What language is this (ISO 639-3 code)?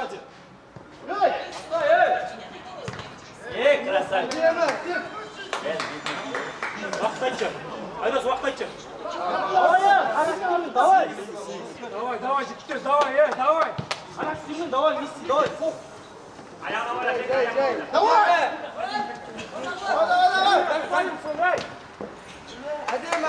kaz